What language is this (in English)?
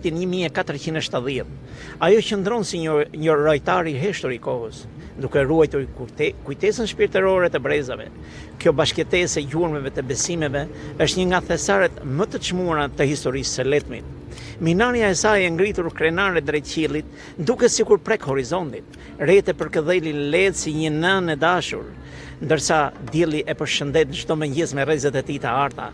Albanian